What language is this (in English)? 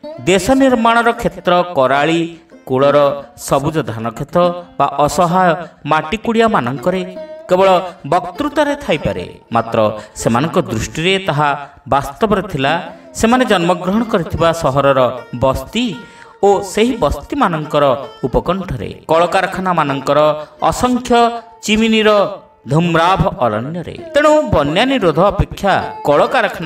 Odia